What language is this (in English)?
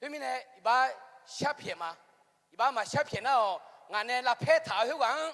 Akha